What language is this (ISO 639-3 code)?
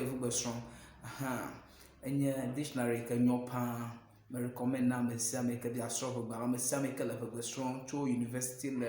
ewe